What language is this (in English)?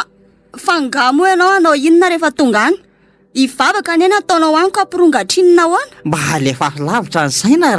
Malagasy